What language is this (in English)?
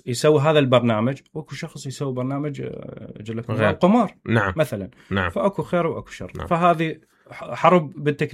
Mesopotamian Arabic